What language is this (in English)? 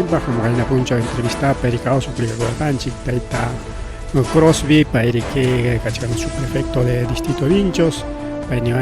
Ayacucho Quechua